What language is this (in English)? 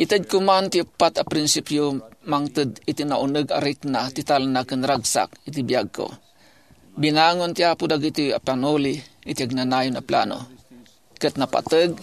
Iloko